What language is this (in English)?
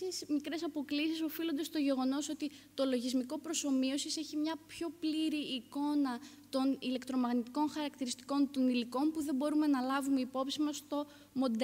Greek